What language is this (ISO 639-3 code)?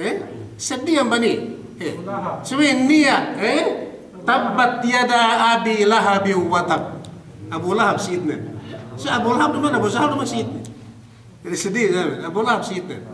yka